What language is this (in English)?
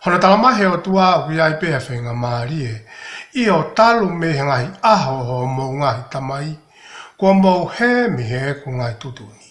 Tongan